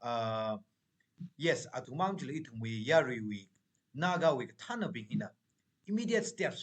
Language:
Tangkhul Naga (India)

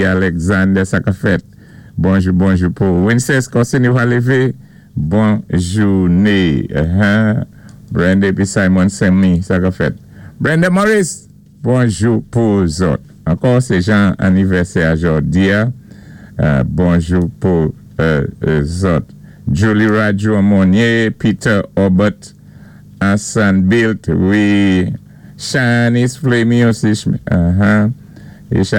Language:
Saint Lucian Creole French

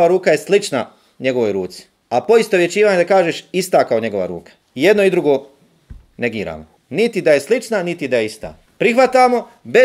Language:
Bosnian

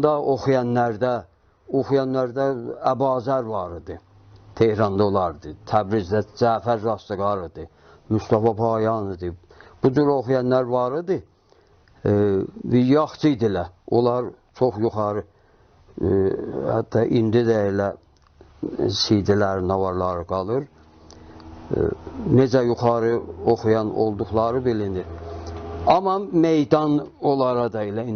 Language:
South Azerbaijani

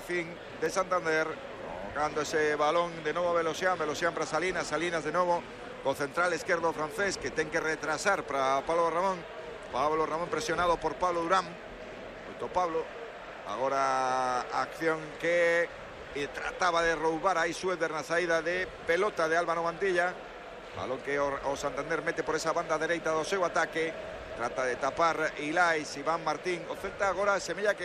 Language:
Galician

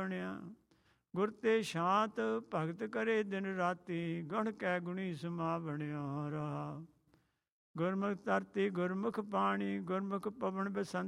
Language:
Punjabi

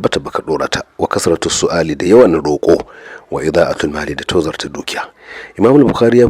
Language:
Hausa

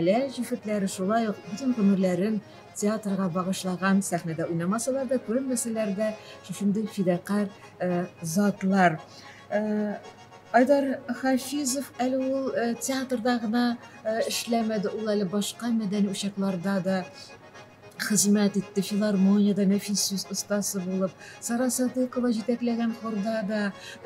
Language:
Tatar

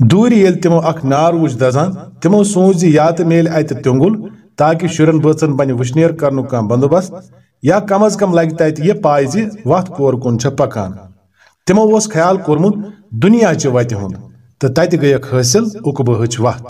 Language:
Kashmiri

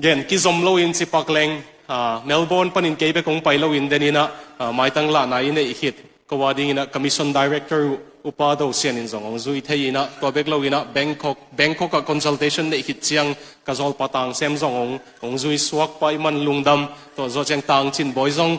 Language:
Tedim Chin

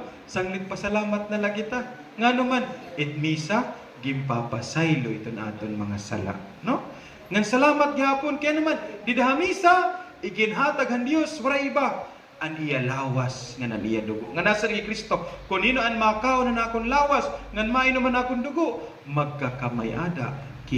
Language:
Waray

